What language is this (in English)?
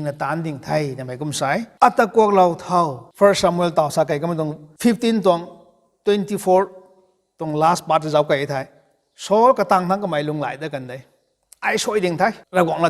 Rongmei Naga